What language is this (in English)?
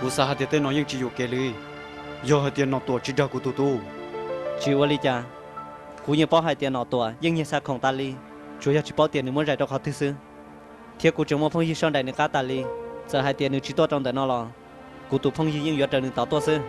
Hmong